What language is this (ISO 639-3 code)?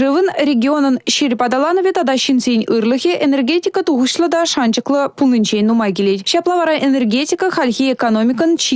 chv